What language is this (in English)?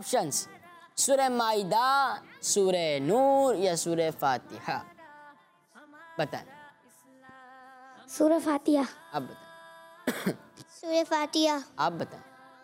Hindi